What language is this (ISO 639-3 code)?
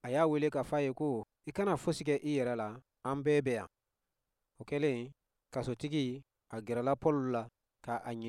bam